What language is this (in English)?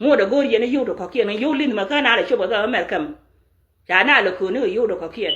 Nuer